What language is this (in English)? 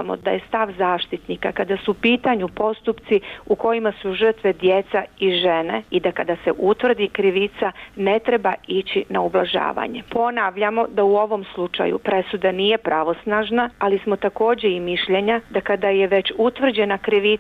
Bosnian